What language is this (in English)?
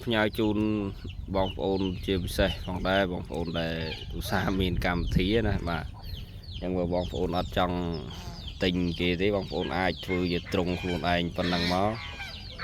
Khmer